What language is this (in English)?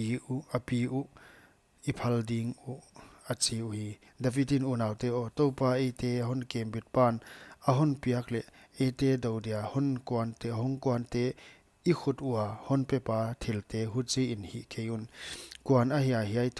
Paite Chin